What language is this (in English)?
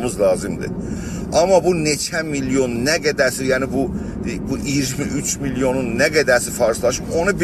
South Azerbaijani